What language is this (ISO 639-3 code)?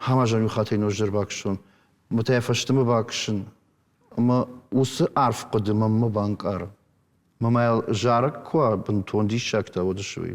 oss